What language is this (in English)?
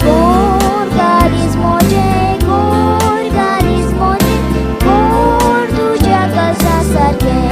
Konkani